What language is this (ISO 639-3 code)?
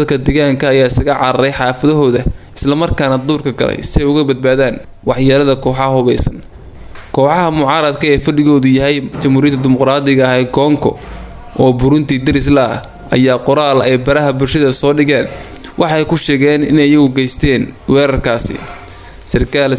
som